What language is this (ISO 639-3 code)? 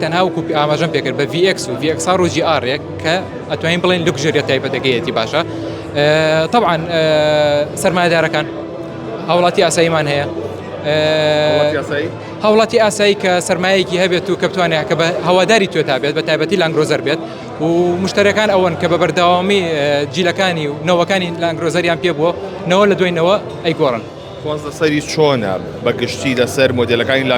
ckb